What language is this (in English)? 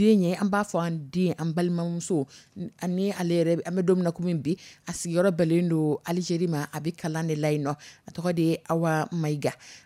Dyula